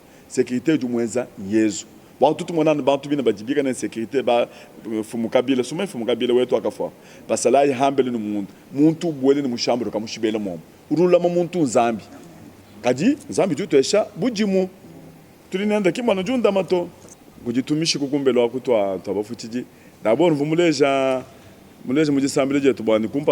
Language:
Luba-Lulua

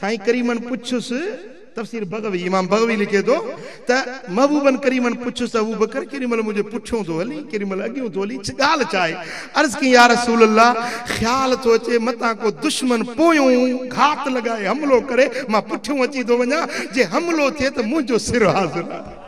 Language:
Sindhi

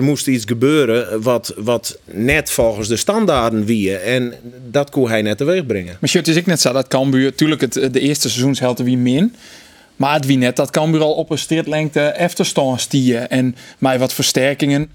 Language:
Western Frisian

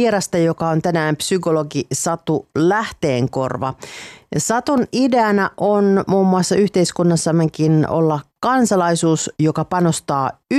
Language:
Finnish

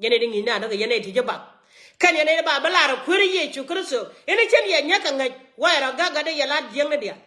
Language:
Nuer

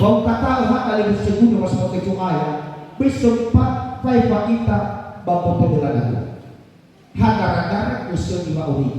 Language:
Nias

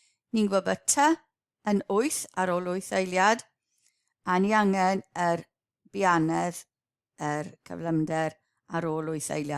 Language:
Welsh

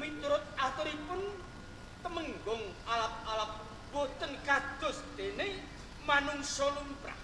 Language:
Javanese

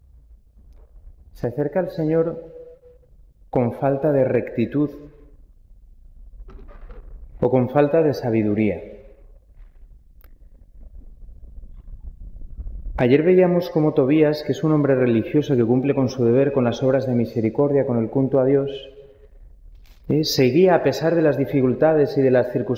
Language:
Spanish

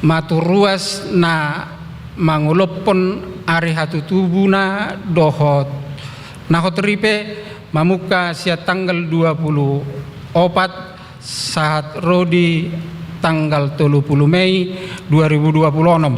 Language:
Batak Toba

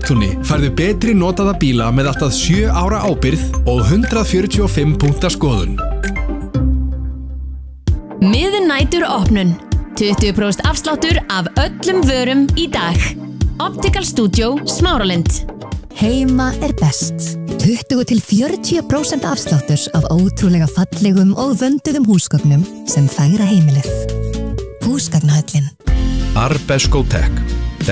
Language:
Icelandic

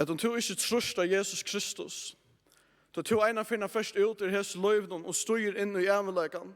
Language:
Faroese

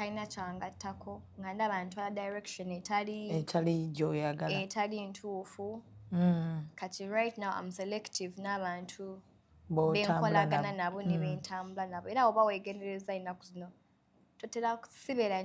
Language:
Ganda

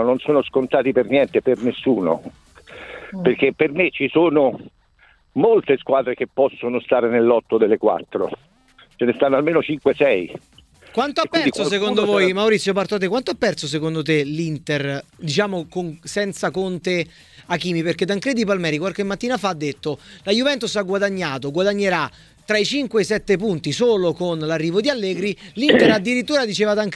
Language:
Italian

